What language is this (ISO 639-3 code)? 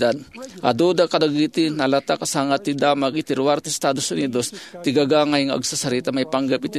ilo